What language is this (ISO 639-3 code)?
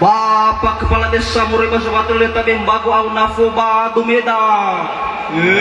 nia